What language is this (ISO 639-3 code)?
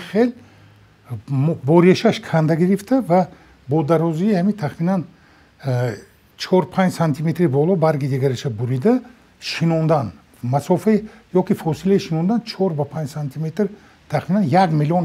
tgk